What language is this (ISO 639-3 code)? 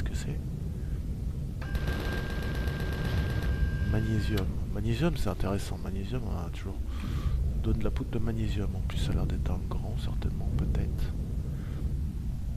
fra